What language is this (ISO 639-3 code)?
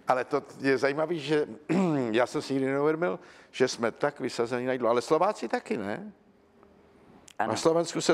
ces